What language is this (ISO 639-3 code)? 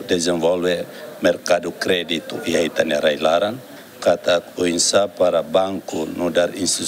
tet